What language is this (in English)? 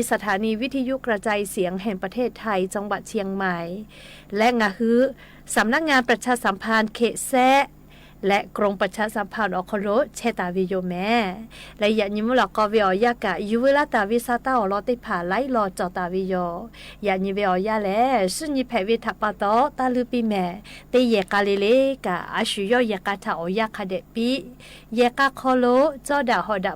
Lahu